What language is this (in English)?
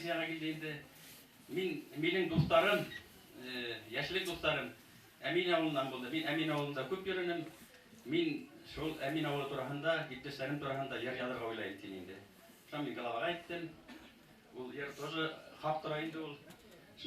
Bashkir